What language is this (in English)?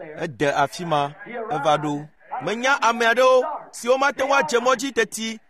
Ewe